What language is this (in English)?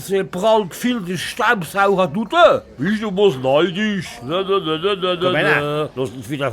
Palatine German